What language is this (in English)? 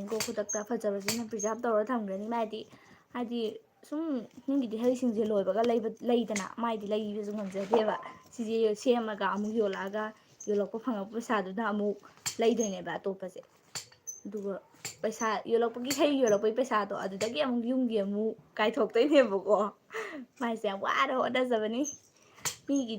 Manipuri